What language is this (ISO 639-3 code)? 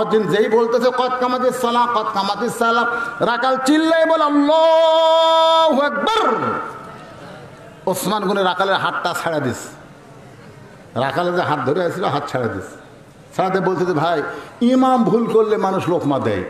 ben